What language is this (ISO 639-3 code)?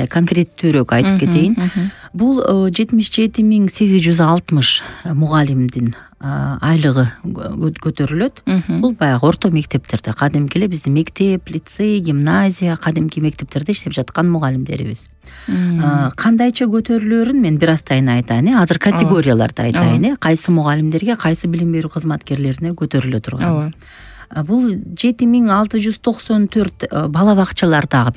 kir